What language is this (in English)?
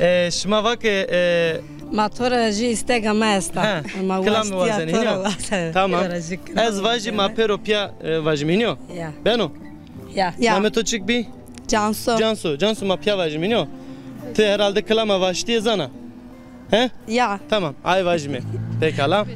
Zaza